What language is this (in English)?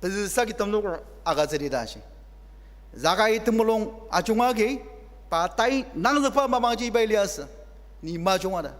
Ao Naga